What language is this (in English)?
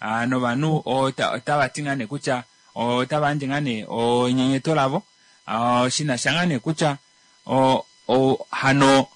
Kuanyama